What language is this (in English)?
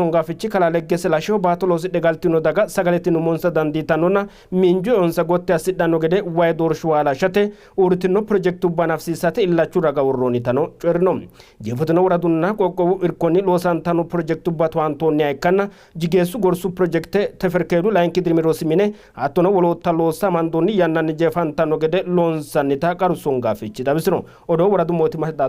Sidamo